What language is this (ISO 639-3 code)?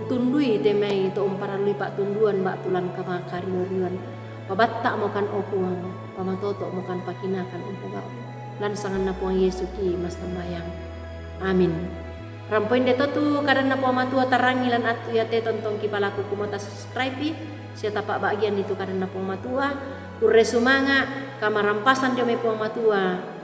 sda